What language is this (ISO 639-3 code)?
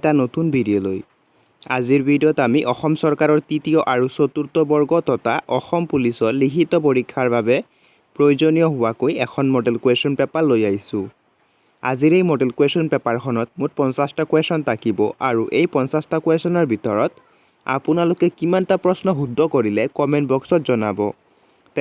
asm